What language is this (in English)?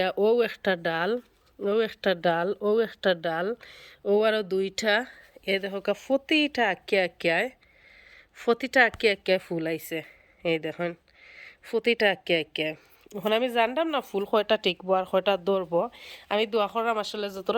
Sylheti